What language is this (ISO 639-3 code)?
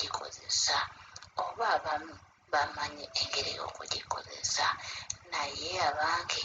lug